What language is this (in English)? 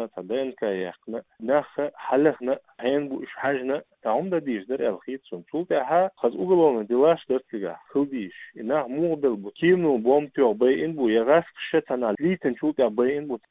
Chechen